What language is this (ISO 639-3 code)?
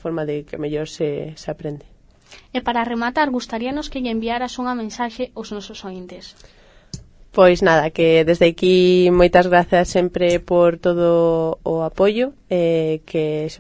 glg